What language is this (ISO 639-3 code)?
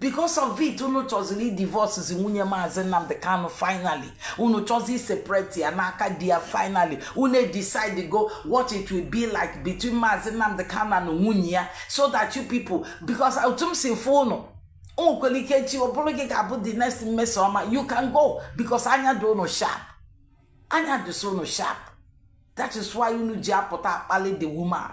ibo